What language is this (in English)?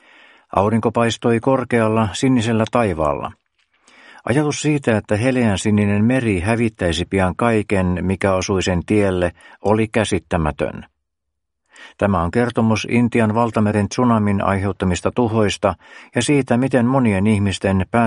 Finnish